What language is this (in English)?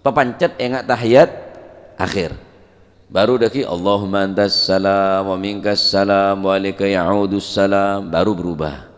Madurese